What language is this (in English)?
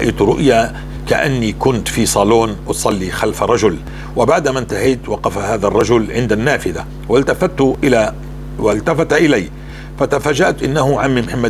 North Levantine Arabic